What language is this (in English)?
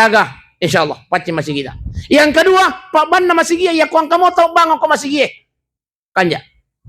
Buginese